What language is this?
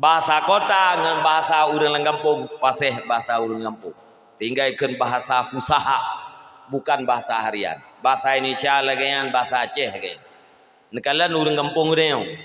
Achinese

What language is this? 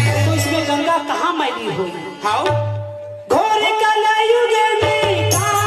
Chhattisgarhi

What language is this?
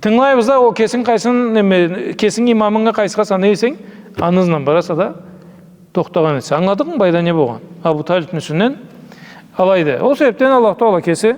Karachay-Balkar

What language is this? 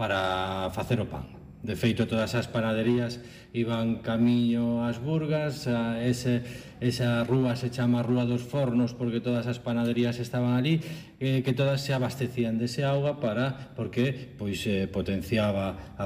Galician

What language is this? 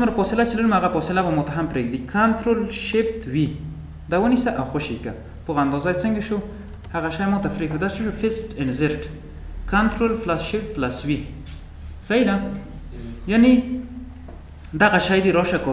Pashto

